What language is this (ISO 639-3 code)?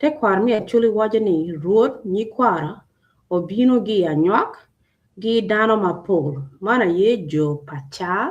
ach